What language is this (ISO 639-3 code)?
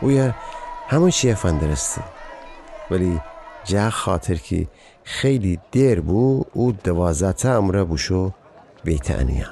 glk